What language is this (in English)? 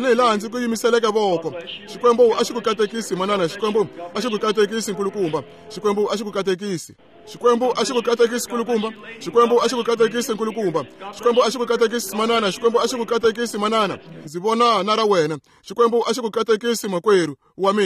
Tsonga